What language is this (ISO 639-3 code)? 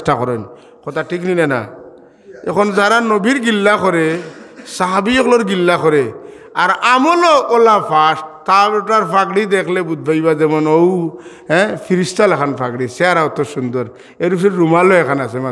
syl